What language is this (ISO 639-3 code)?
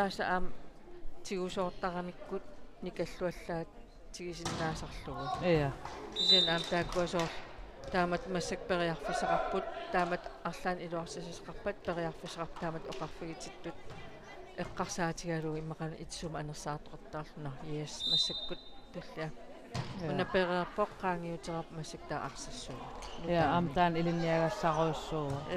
kal